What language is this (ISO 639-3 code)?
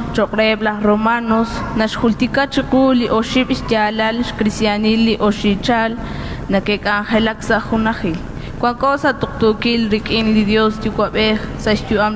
kek